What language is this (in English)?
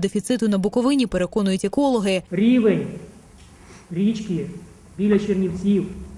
Ukrainian